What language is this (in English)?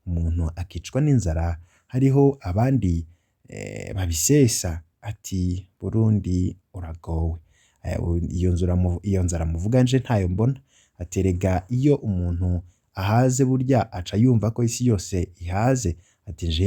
Rundi